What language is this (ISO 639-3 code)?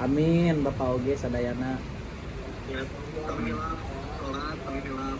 sun